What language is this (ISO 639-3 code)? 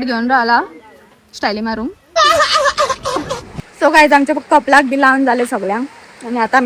kok